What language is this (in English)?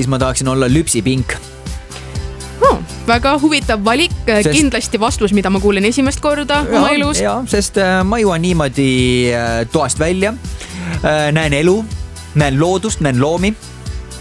Estonian